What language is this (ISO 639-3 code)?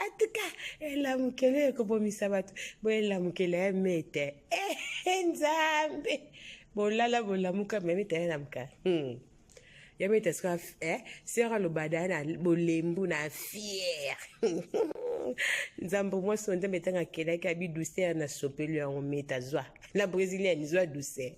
lin